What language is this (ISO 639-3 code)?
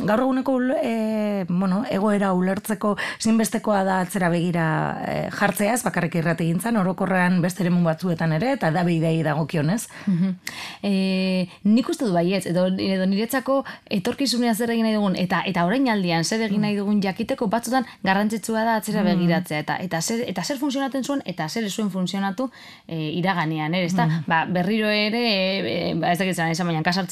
eus